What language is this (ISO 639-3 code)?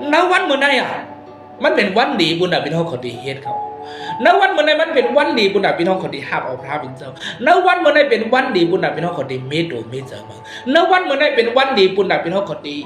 shn